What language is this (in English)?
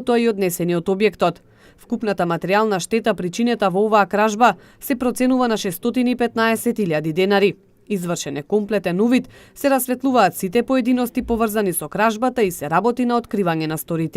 Macedonian